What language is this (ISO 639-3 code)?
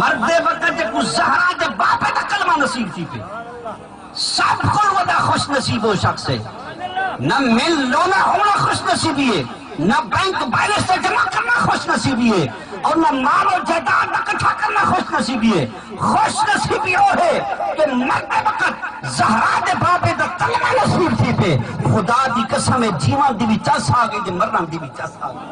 skr